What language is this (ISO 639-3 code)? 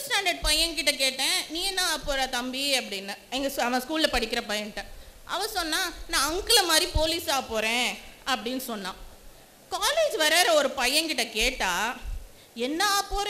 tam